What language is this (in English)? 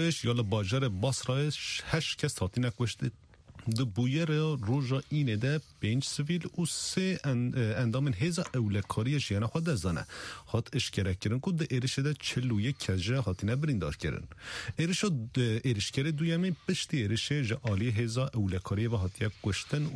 Kurdish